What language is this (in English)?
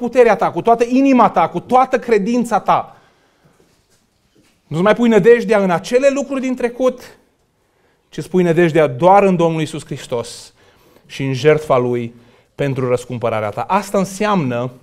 Romanian